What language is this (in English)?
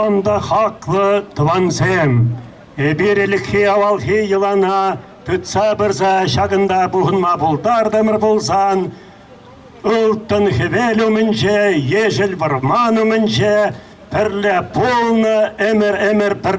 Chuvash